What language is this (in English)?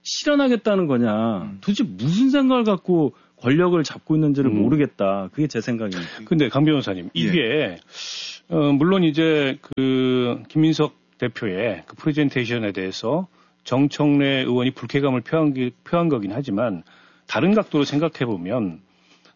Korean